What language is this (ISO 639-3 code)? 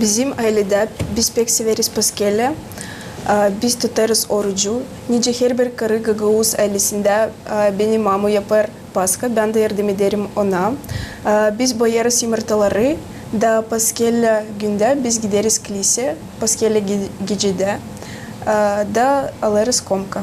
gag